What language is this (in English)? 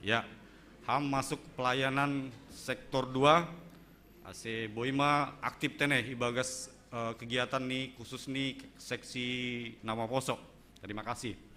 Batak Simalungun